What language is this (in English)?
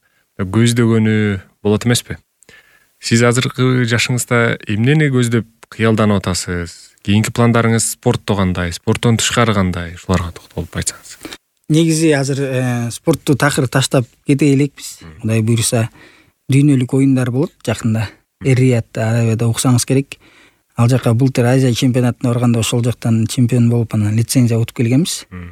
Kyrgyz